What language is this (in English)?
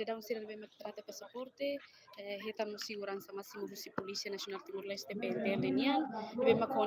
Tetum